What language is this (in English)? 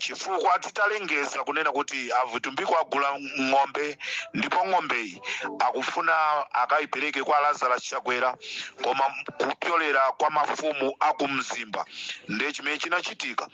Nyanja